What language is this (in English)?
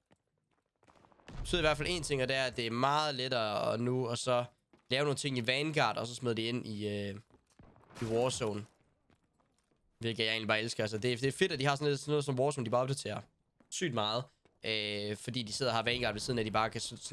Danish